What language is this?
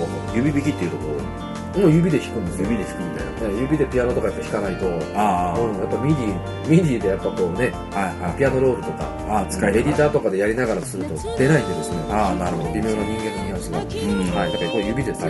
Japanese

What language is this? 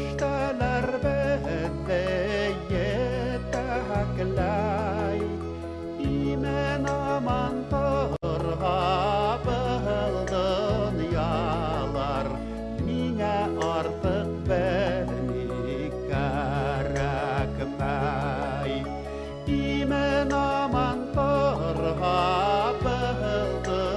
Bashkir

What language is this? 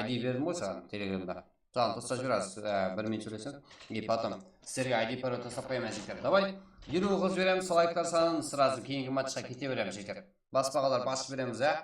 Kara-Kalpak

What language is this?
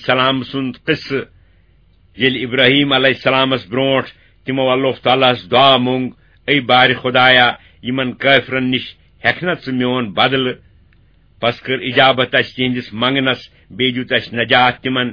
Kashmiri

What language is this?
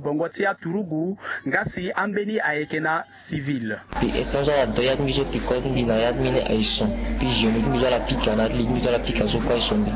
Sango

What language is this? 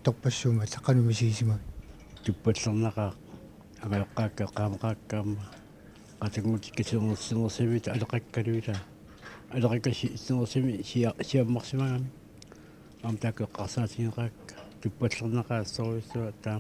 Kalaallisut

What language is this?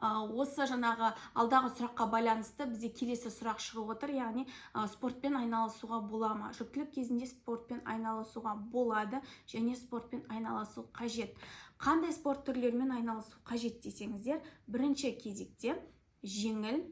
Kazakh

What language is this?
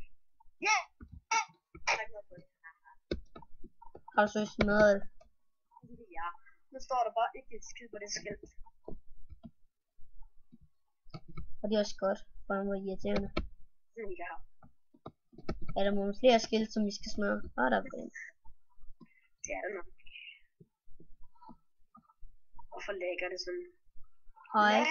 Danish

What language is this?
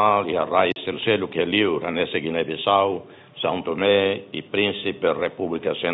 Tetum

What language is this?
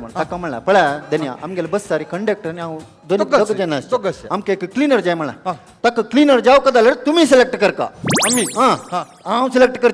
Konkani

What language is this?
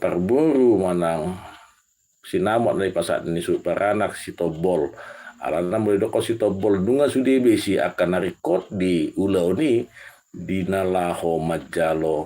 Batak Toba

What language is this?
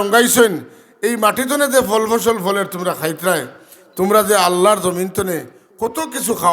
Sylheti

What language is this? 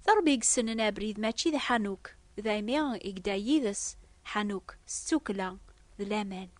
Kabyle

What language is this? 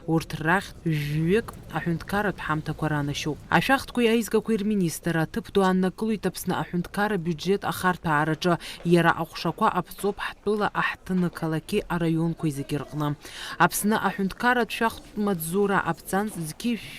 Abkhazian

